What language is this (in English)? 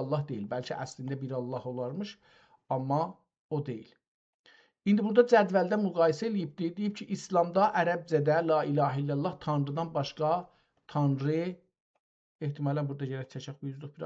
South Azerbaijani